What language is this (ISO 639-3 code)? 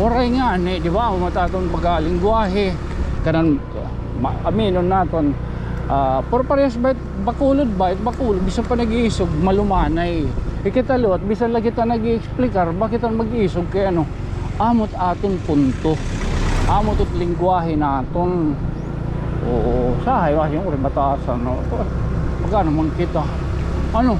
war